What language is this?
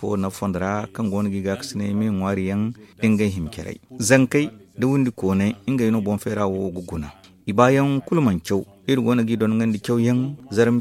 Zarma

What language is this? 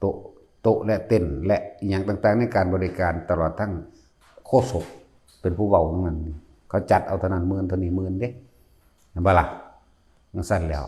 Lao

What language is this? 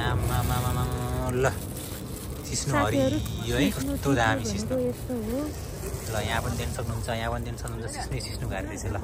Nepali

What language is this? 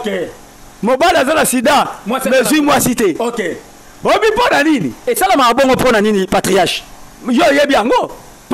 Lingala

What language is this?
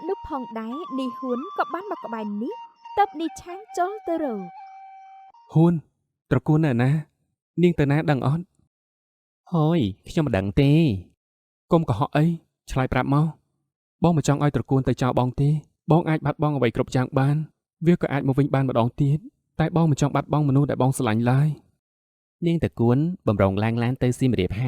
Khmer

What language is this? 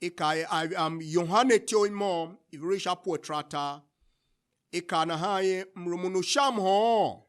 Tiv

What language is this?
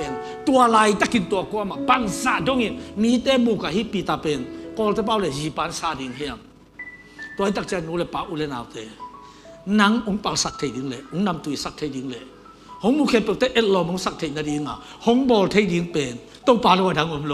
Tedim Chin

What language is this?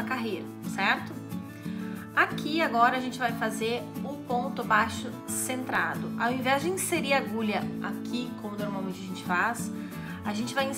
Portuguese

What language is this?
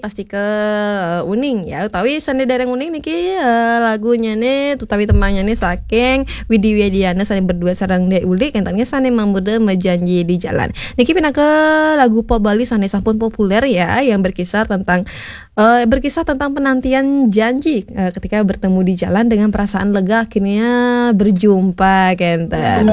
Balinese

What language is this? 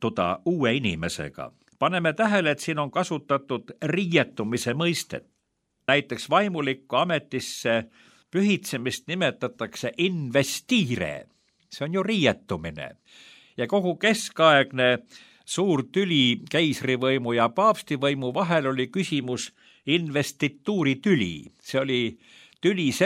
Estonian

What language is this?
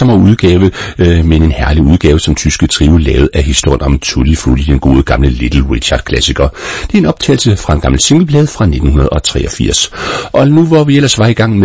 Danish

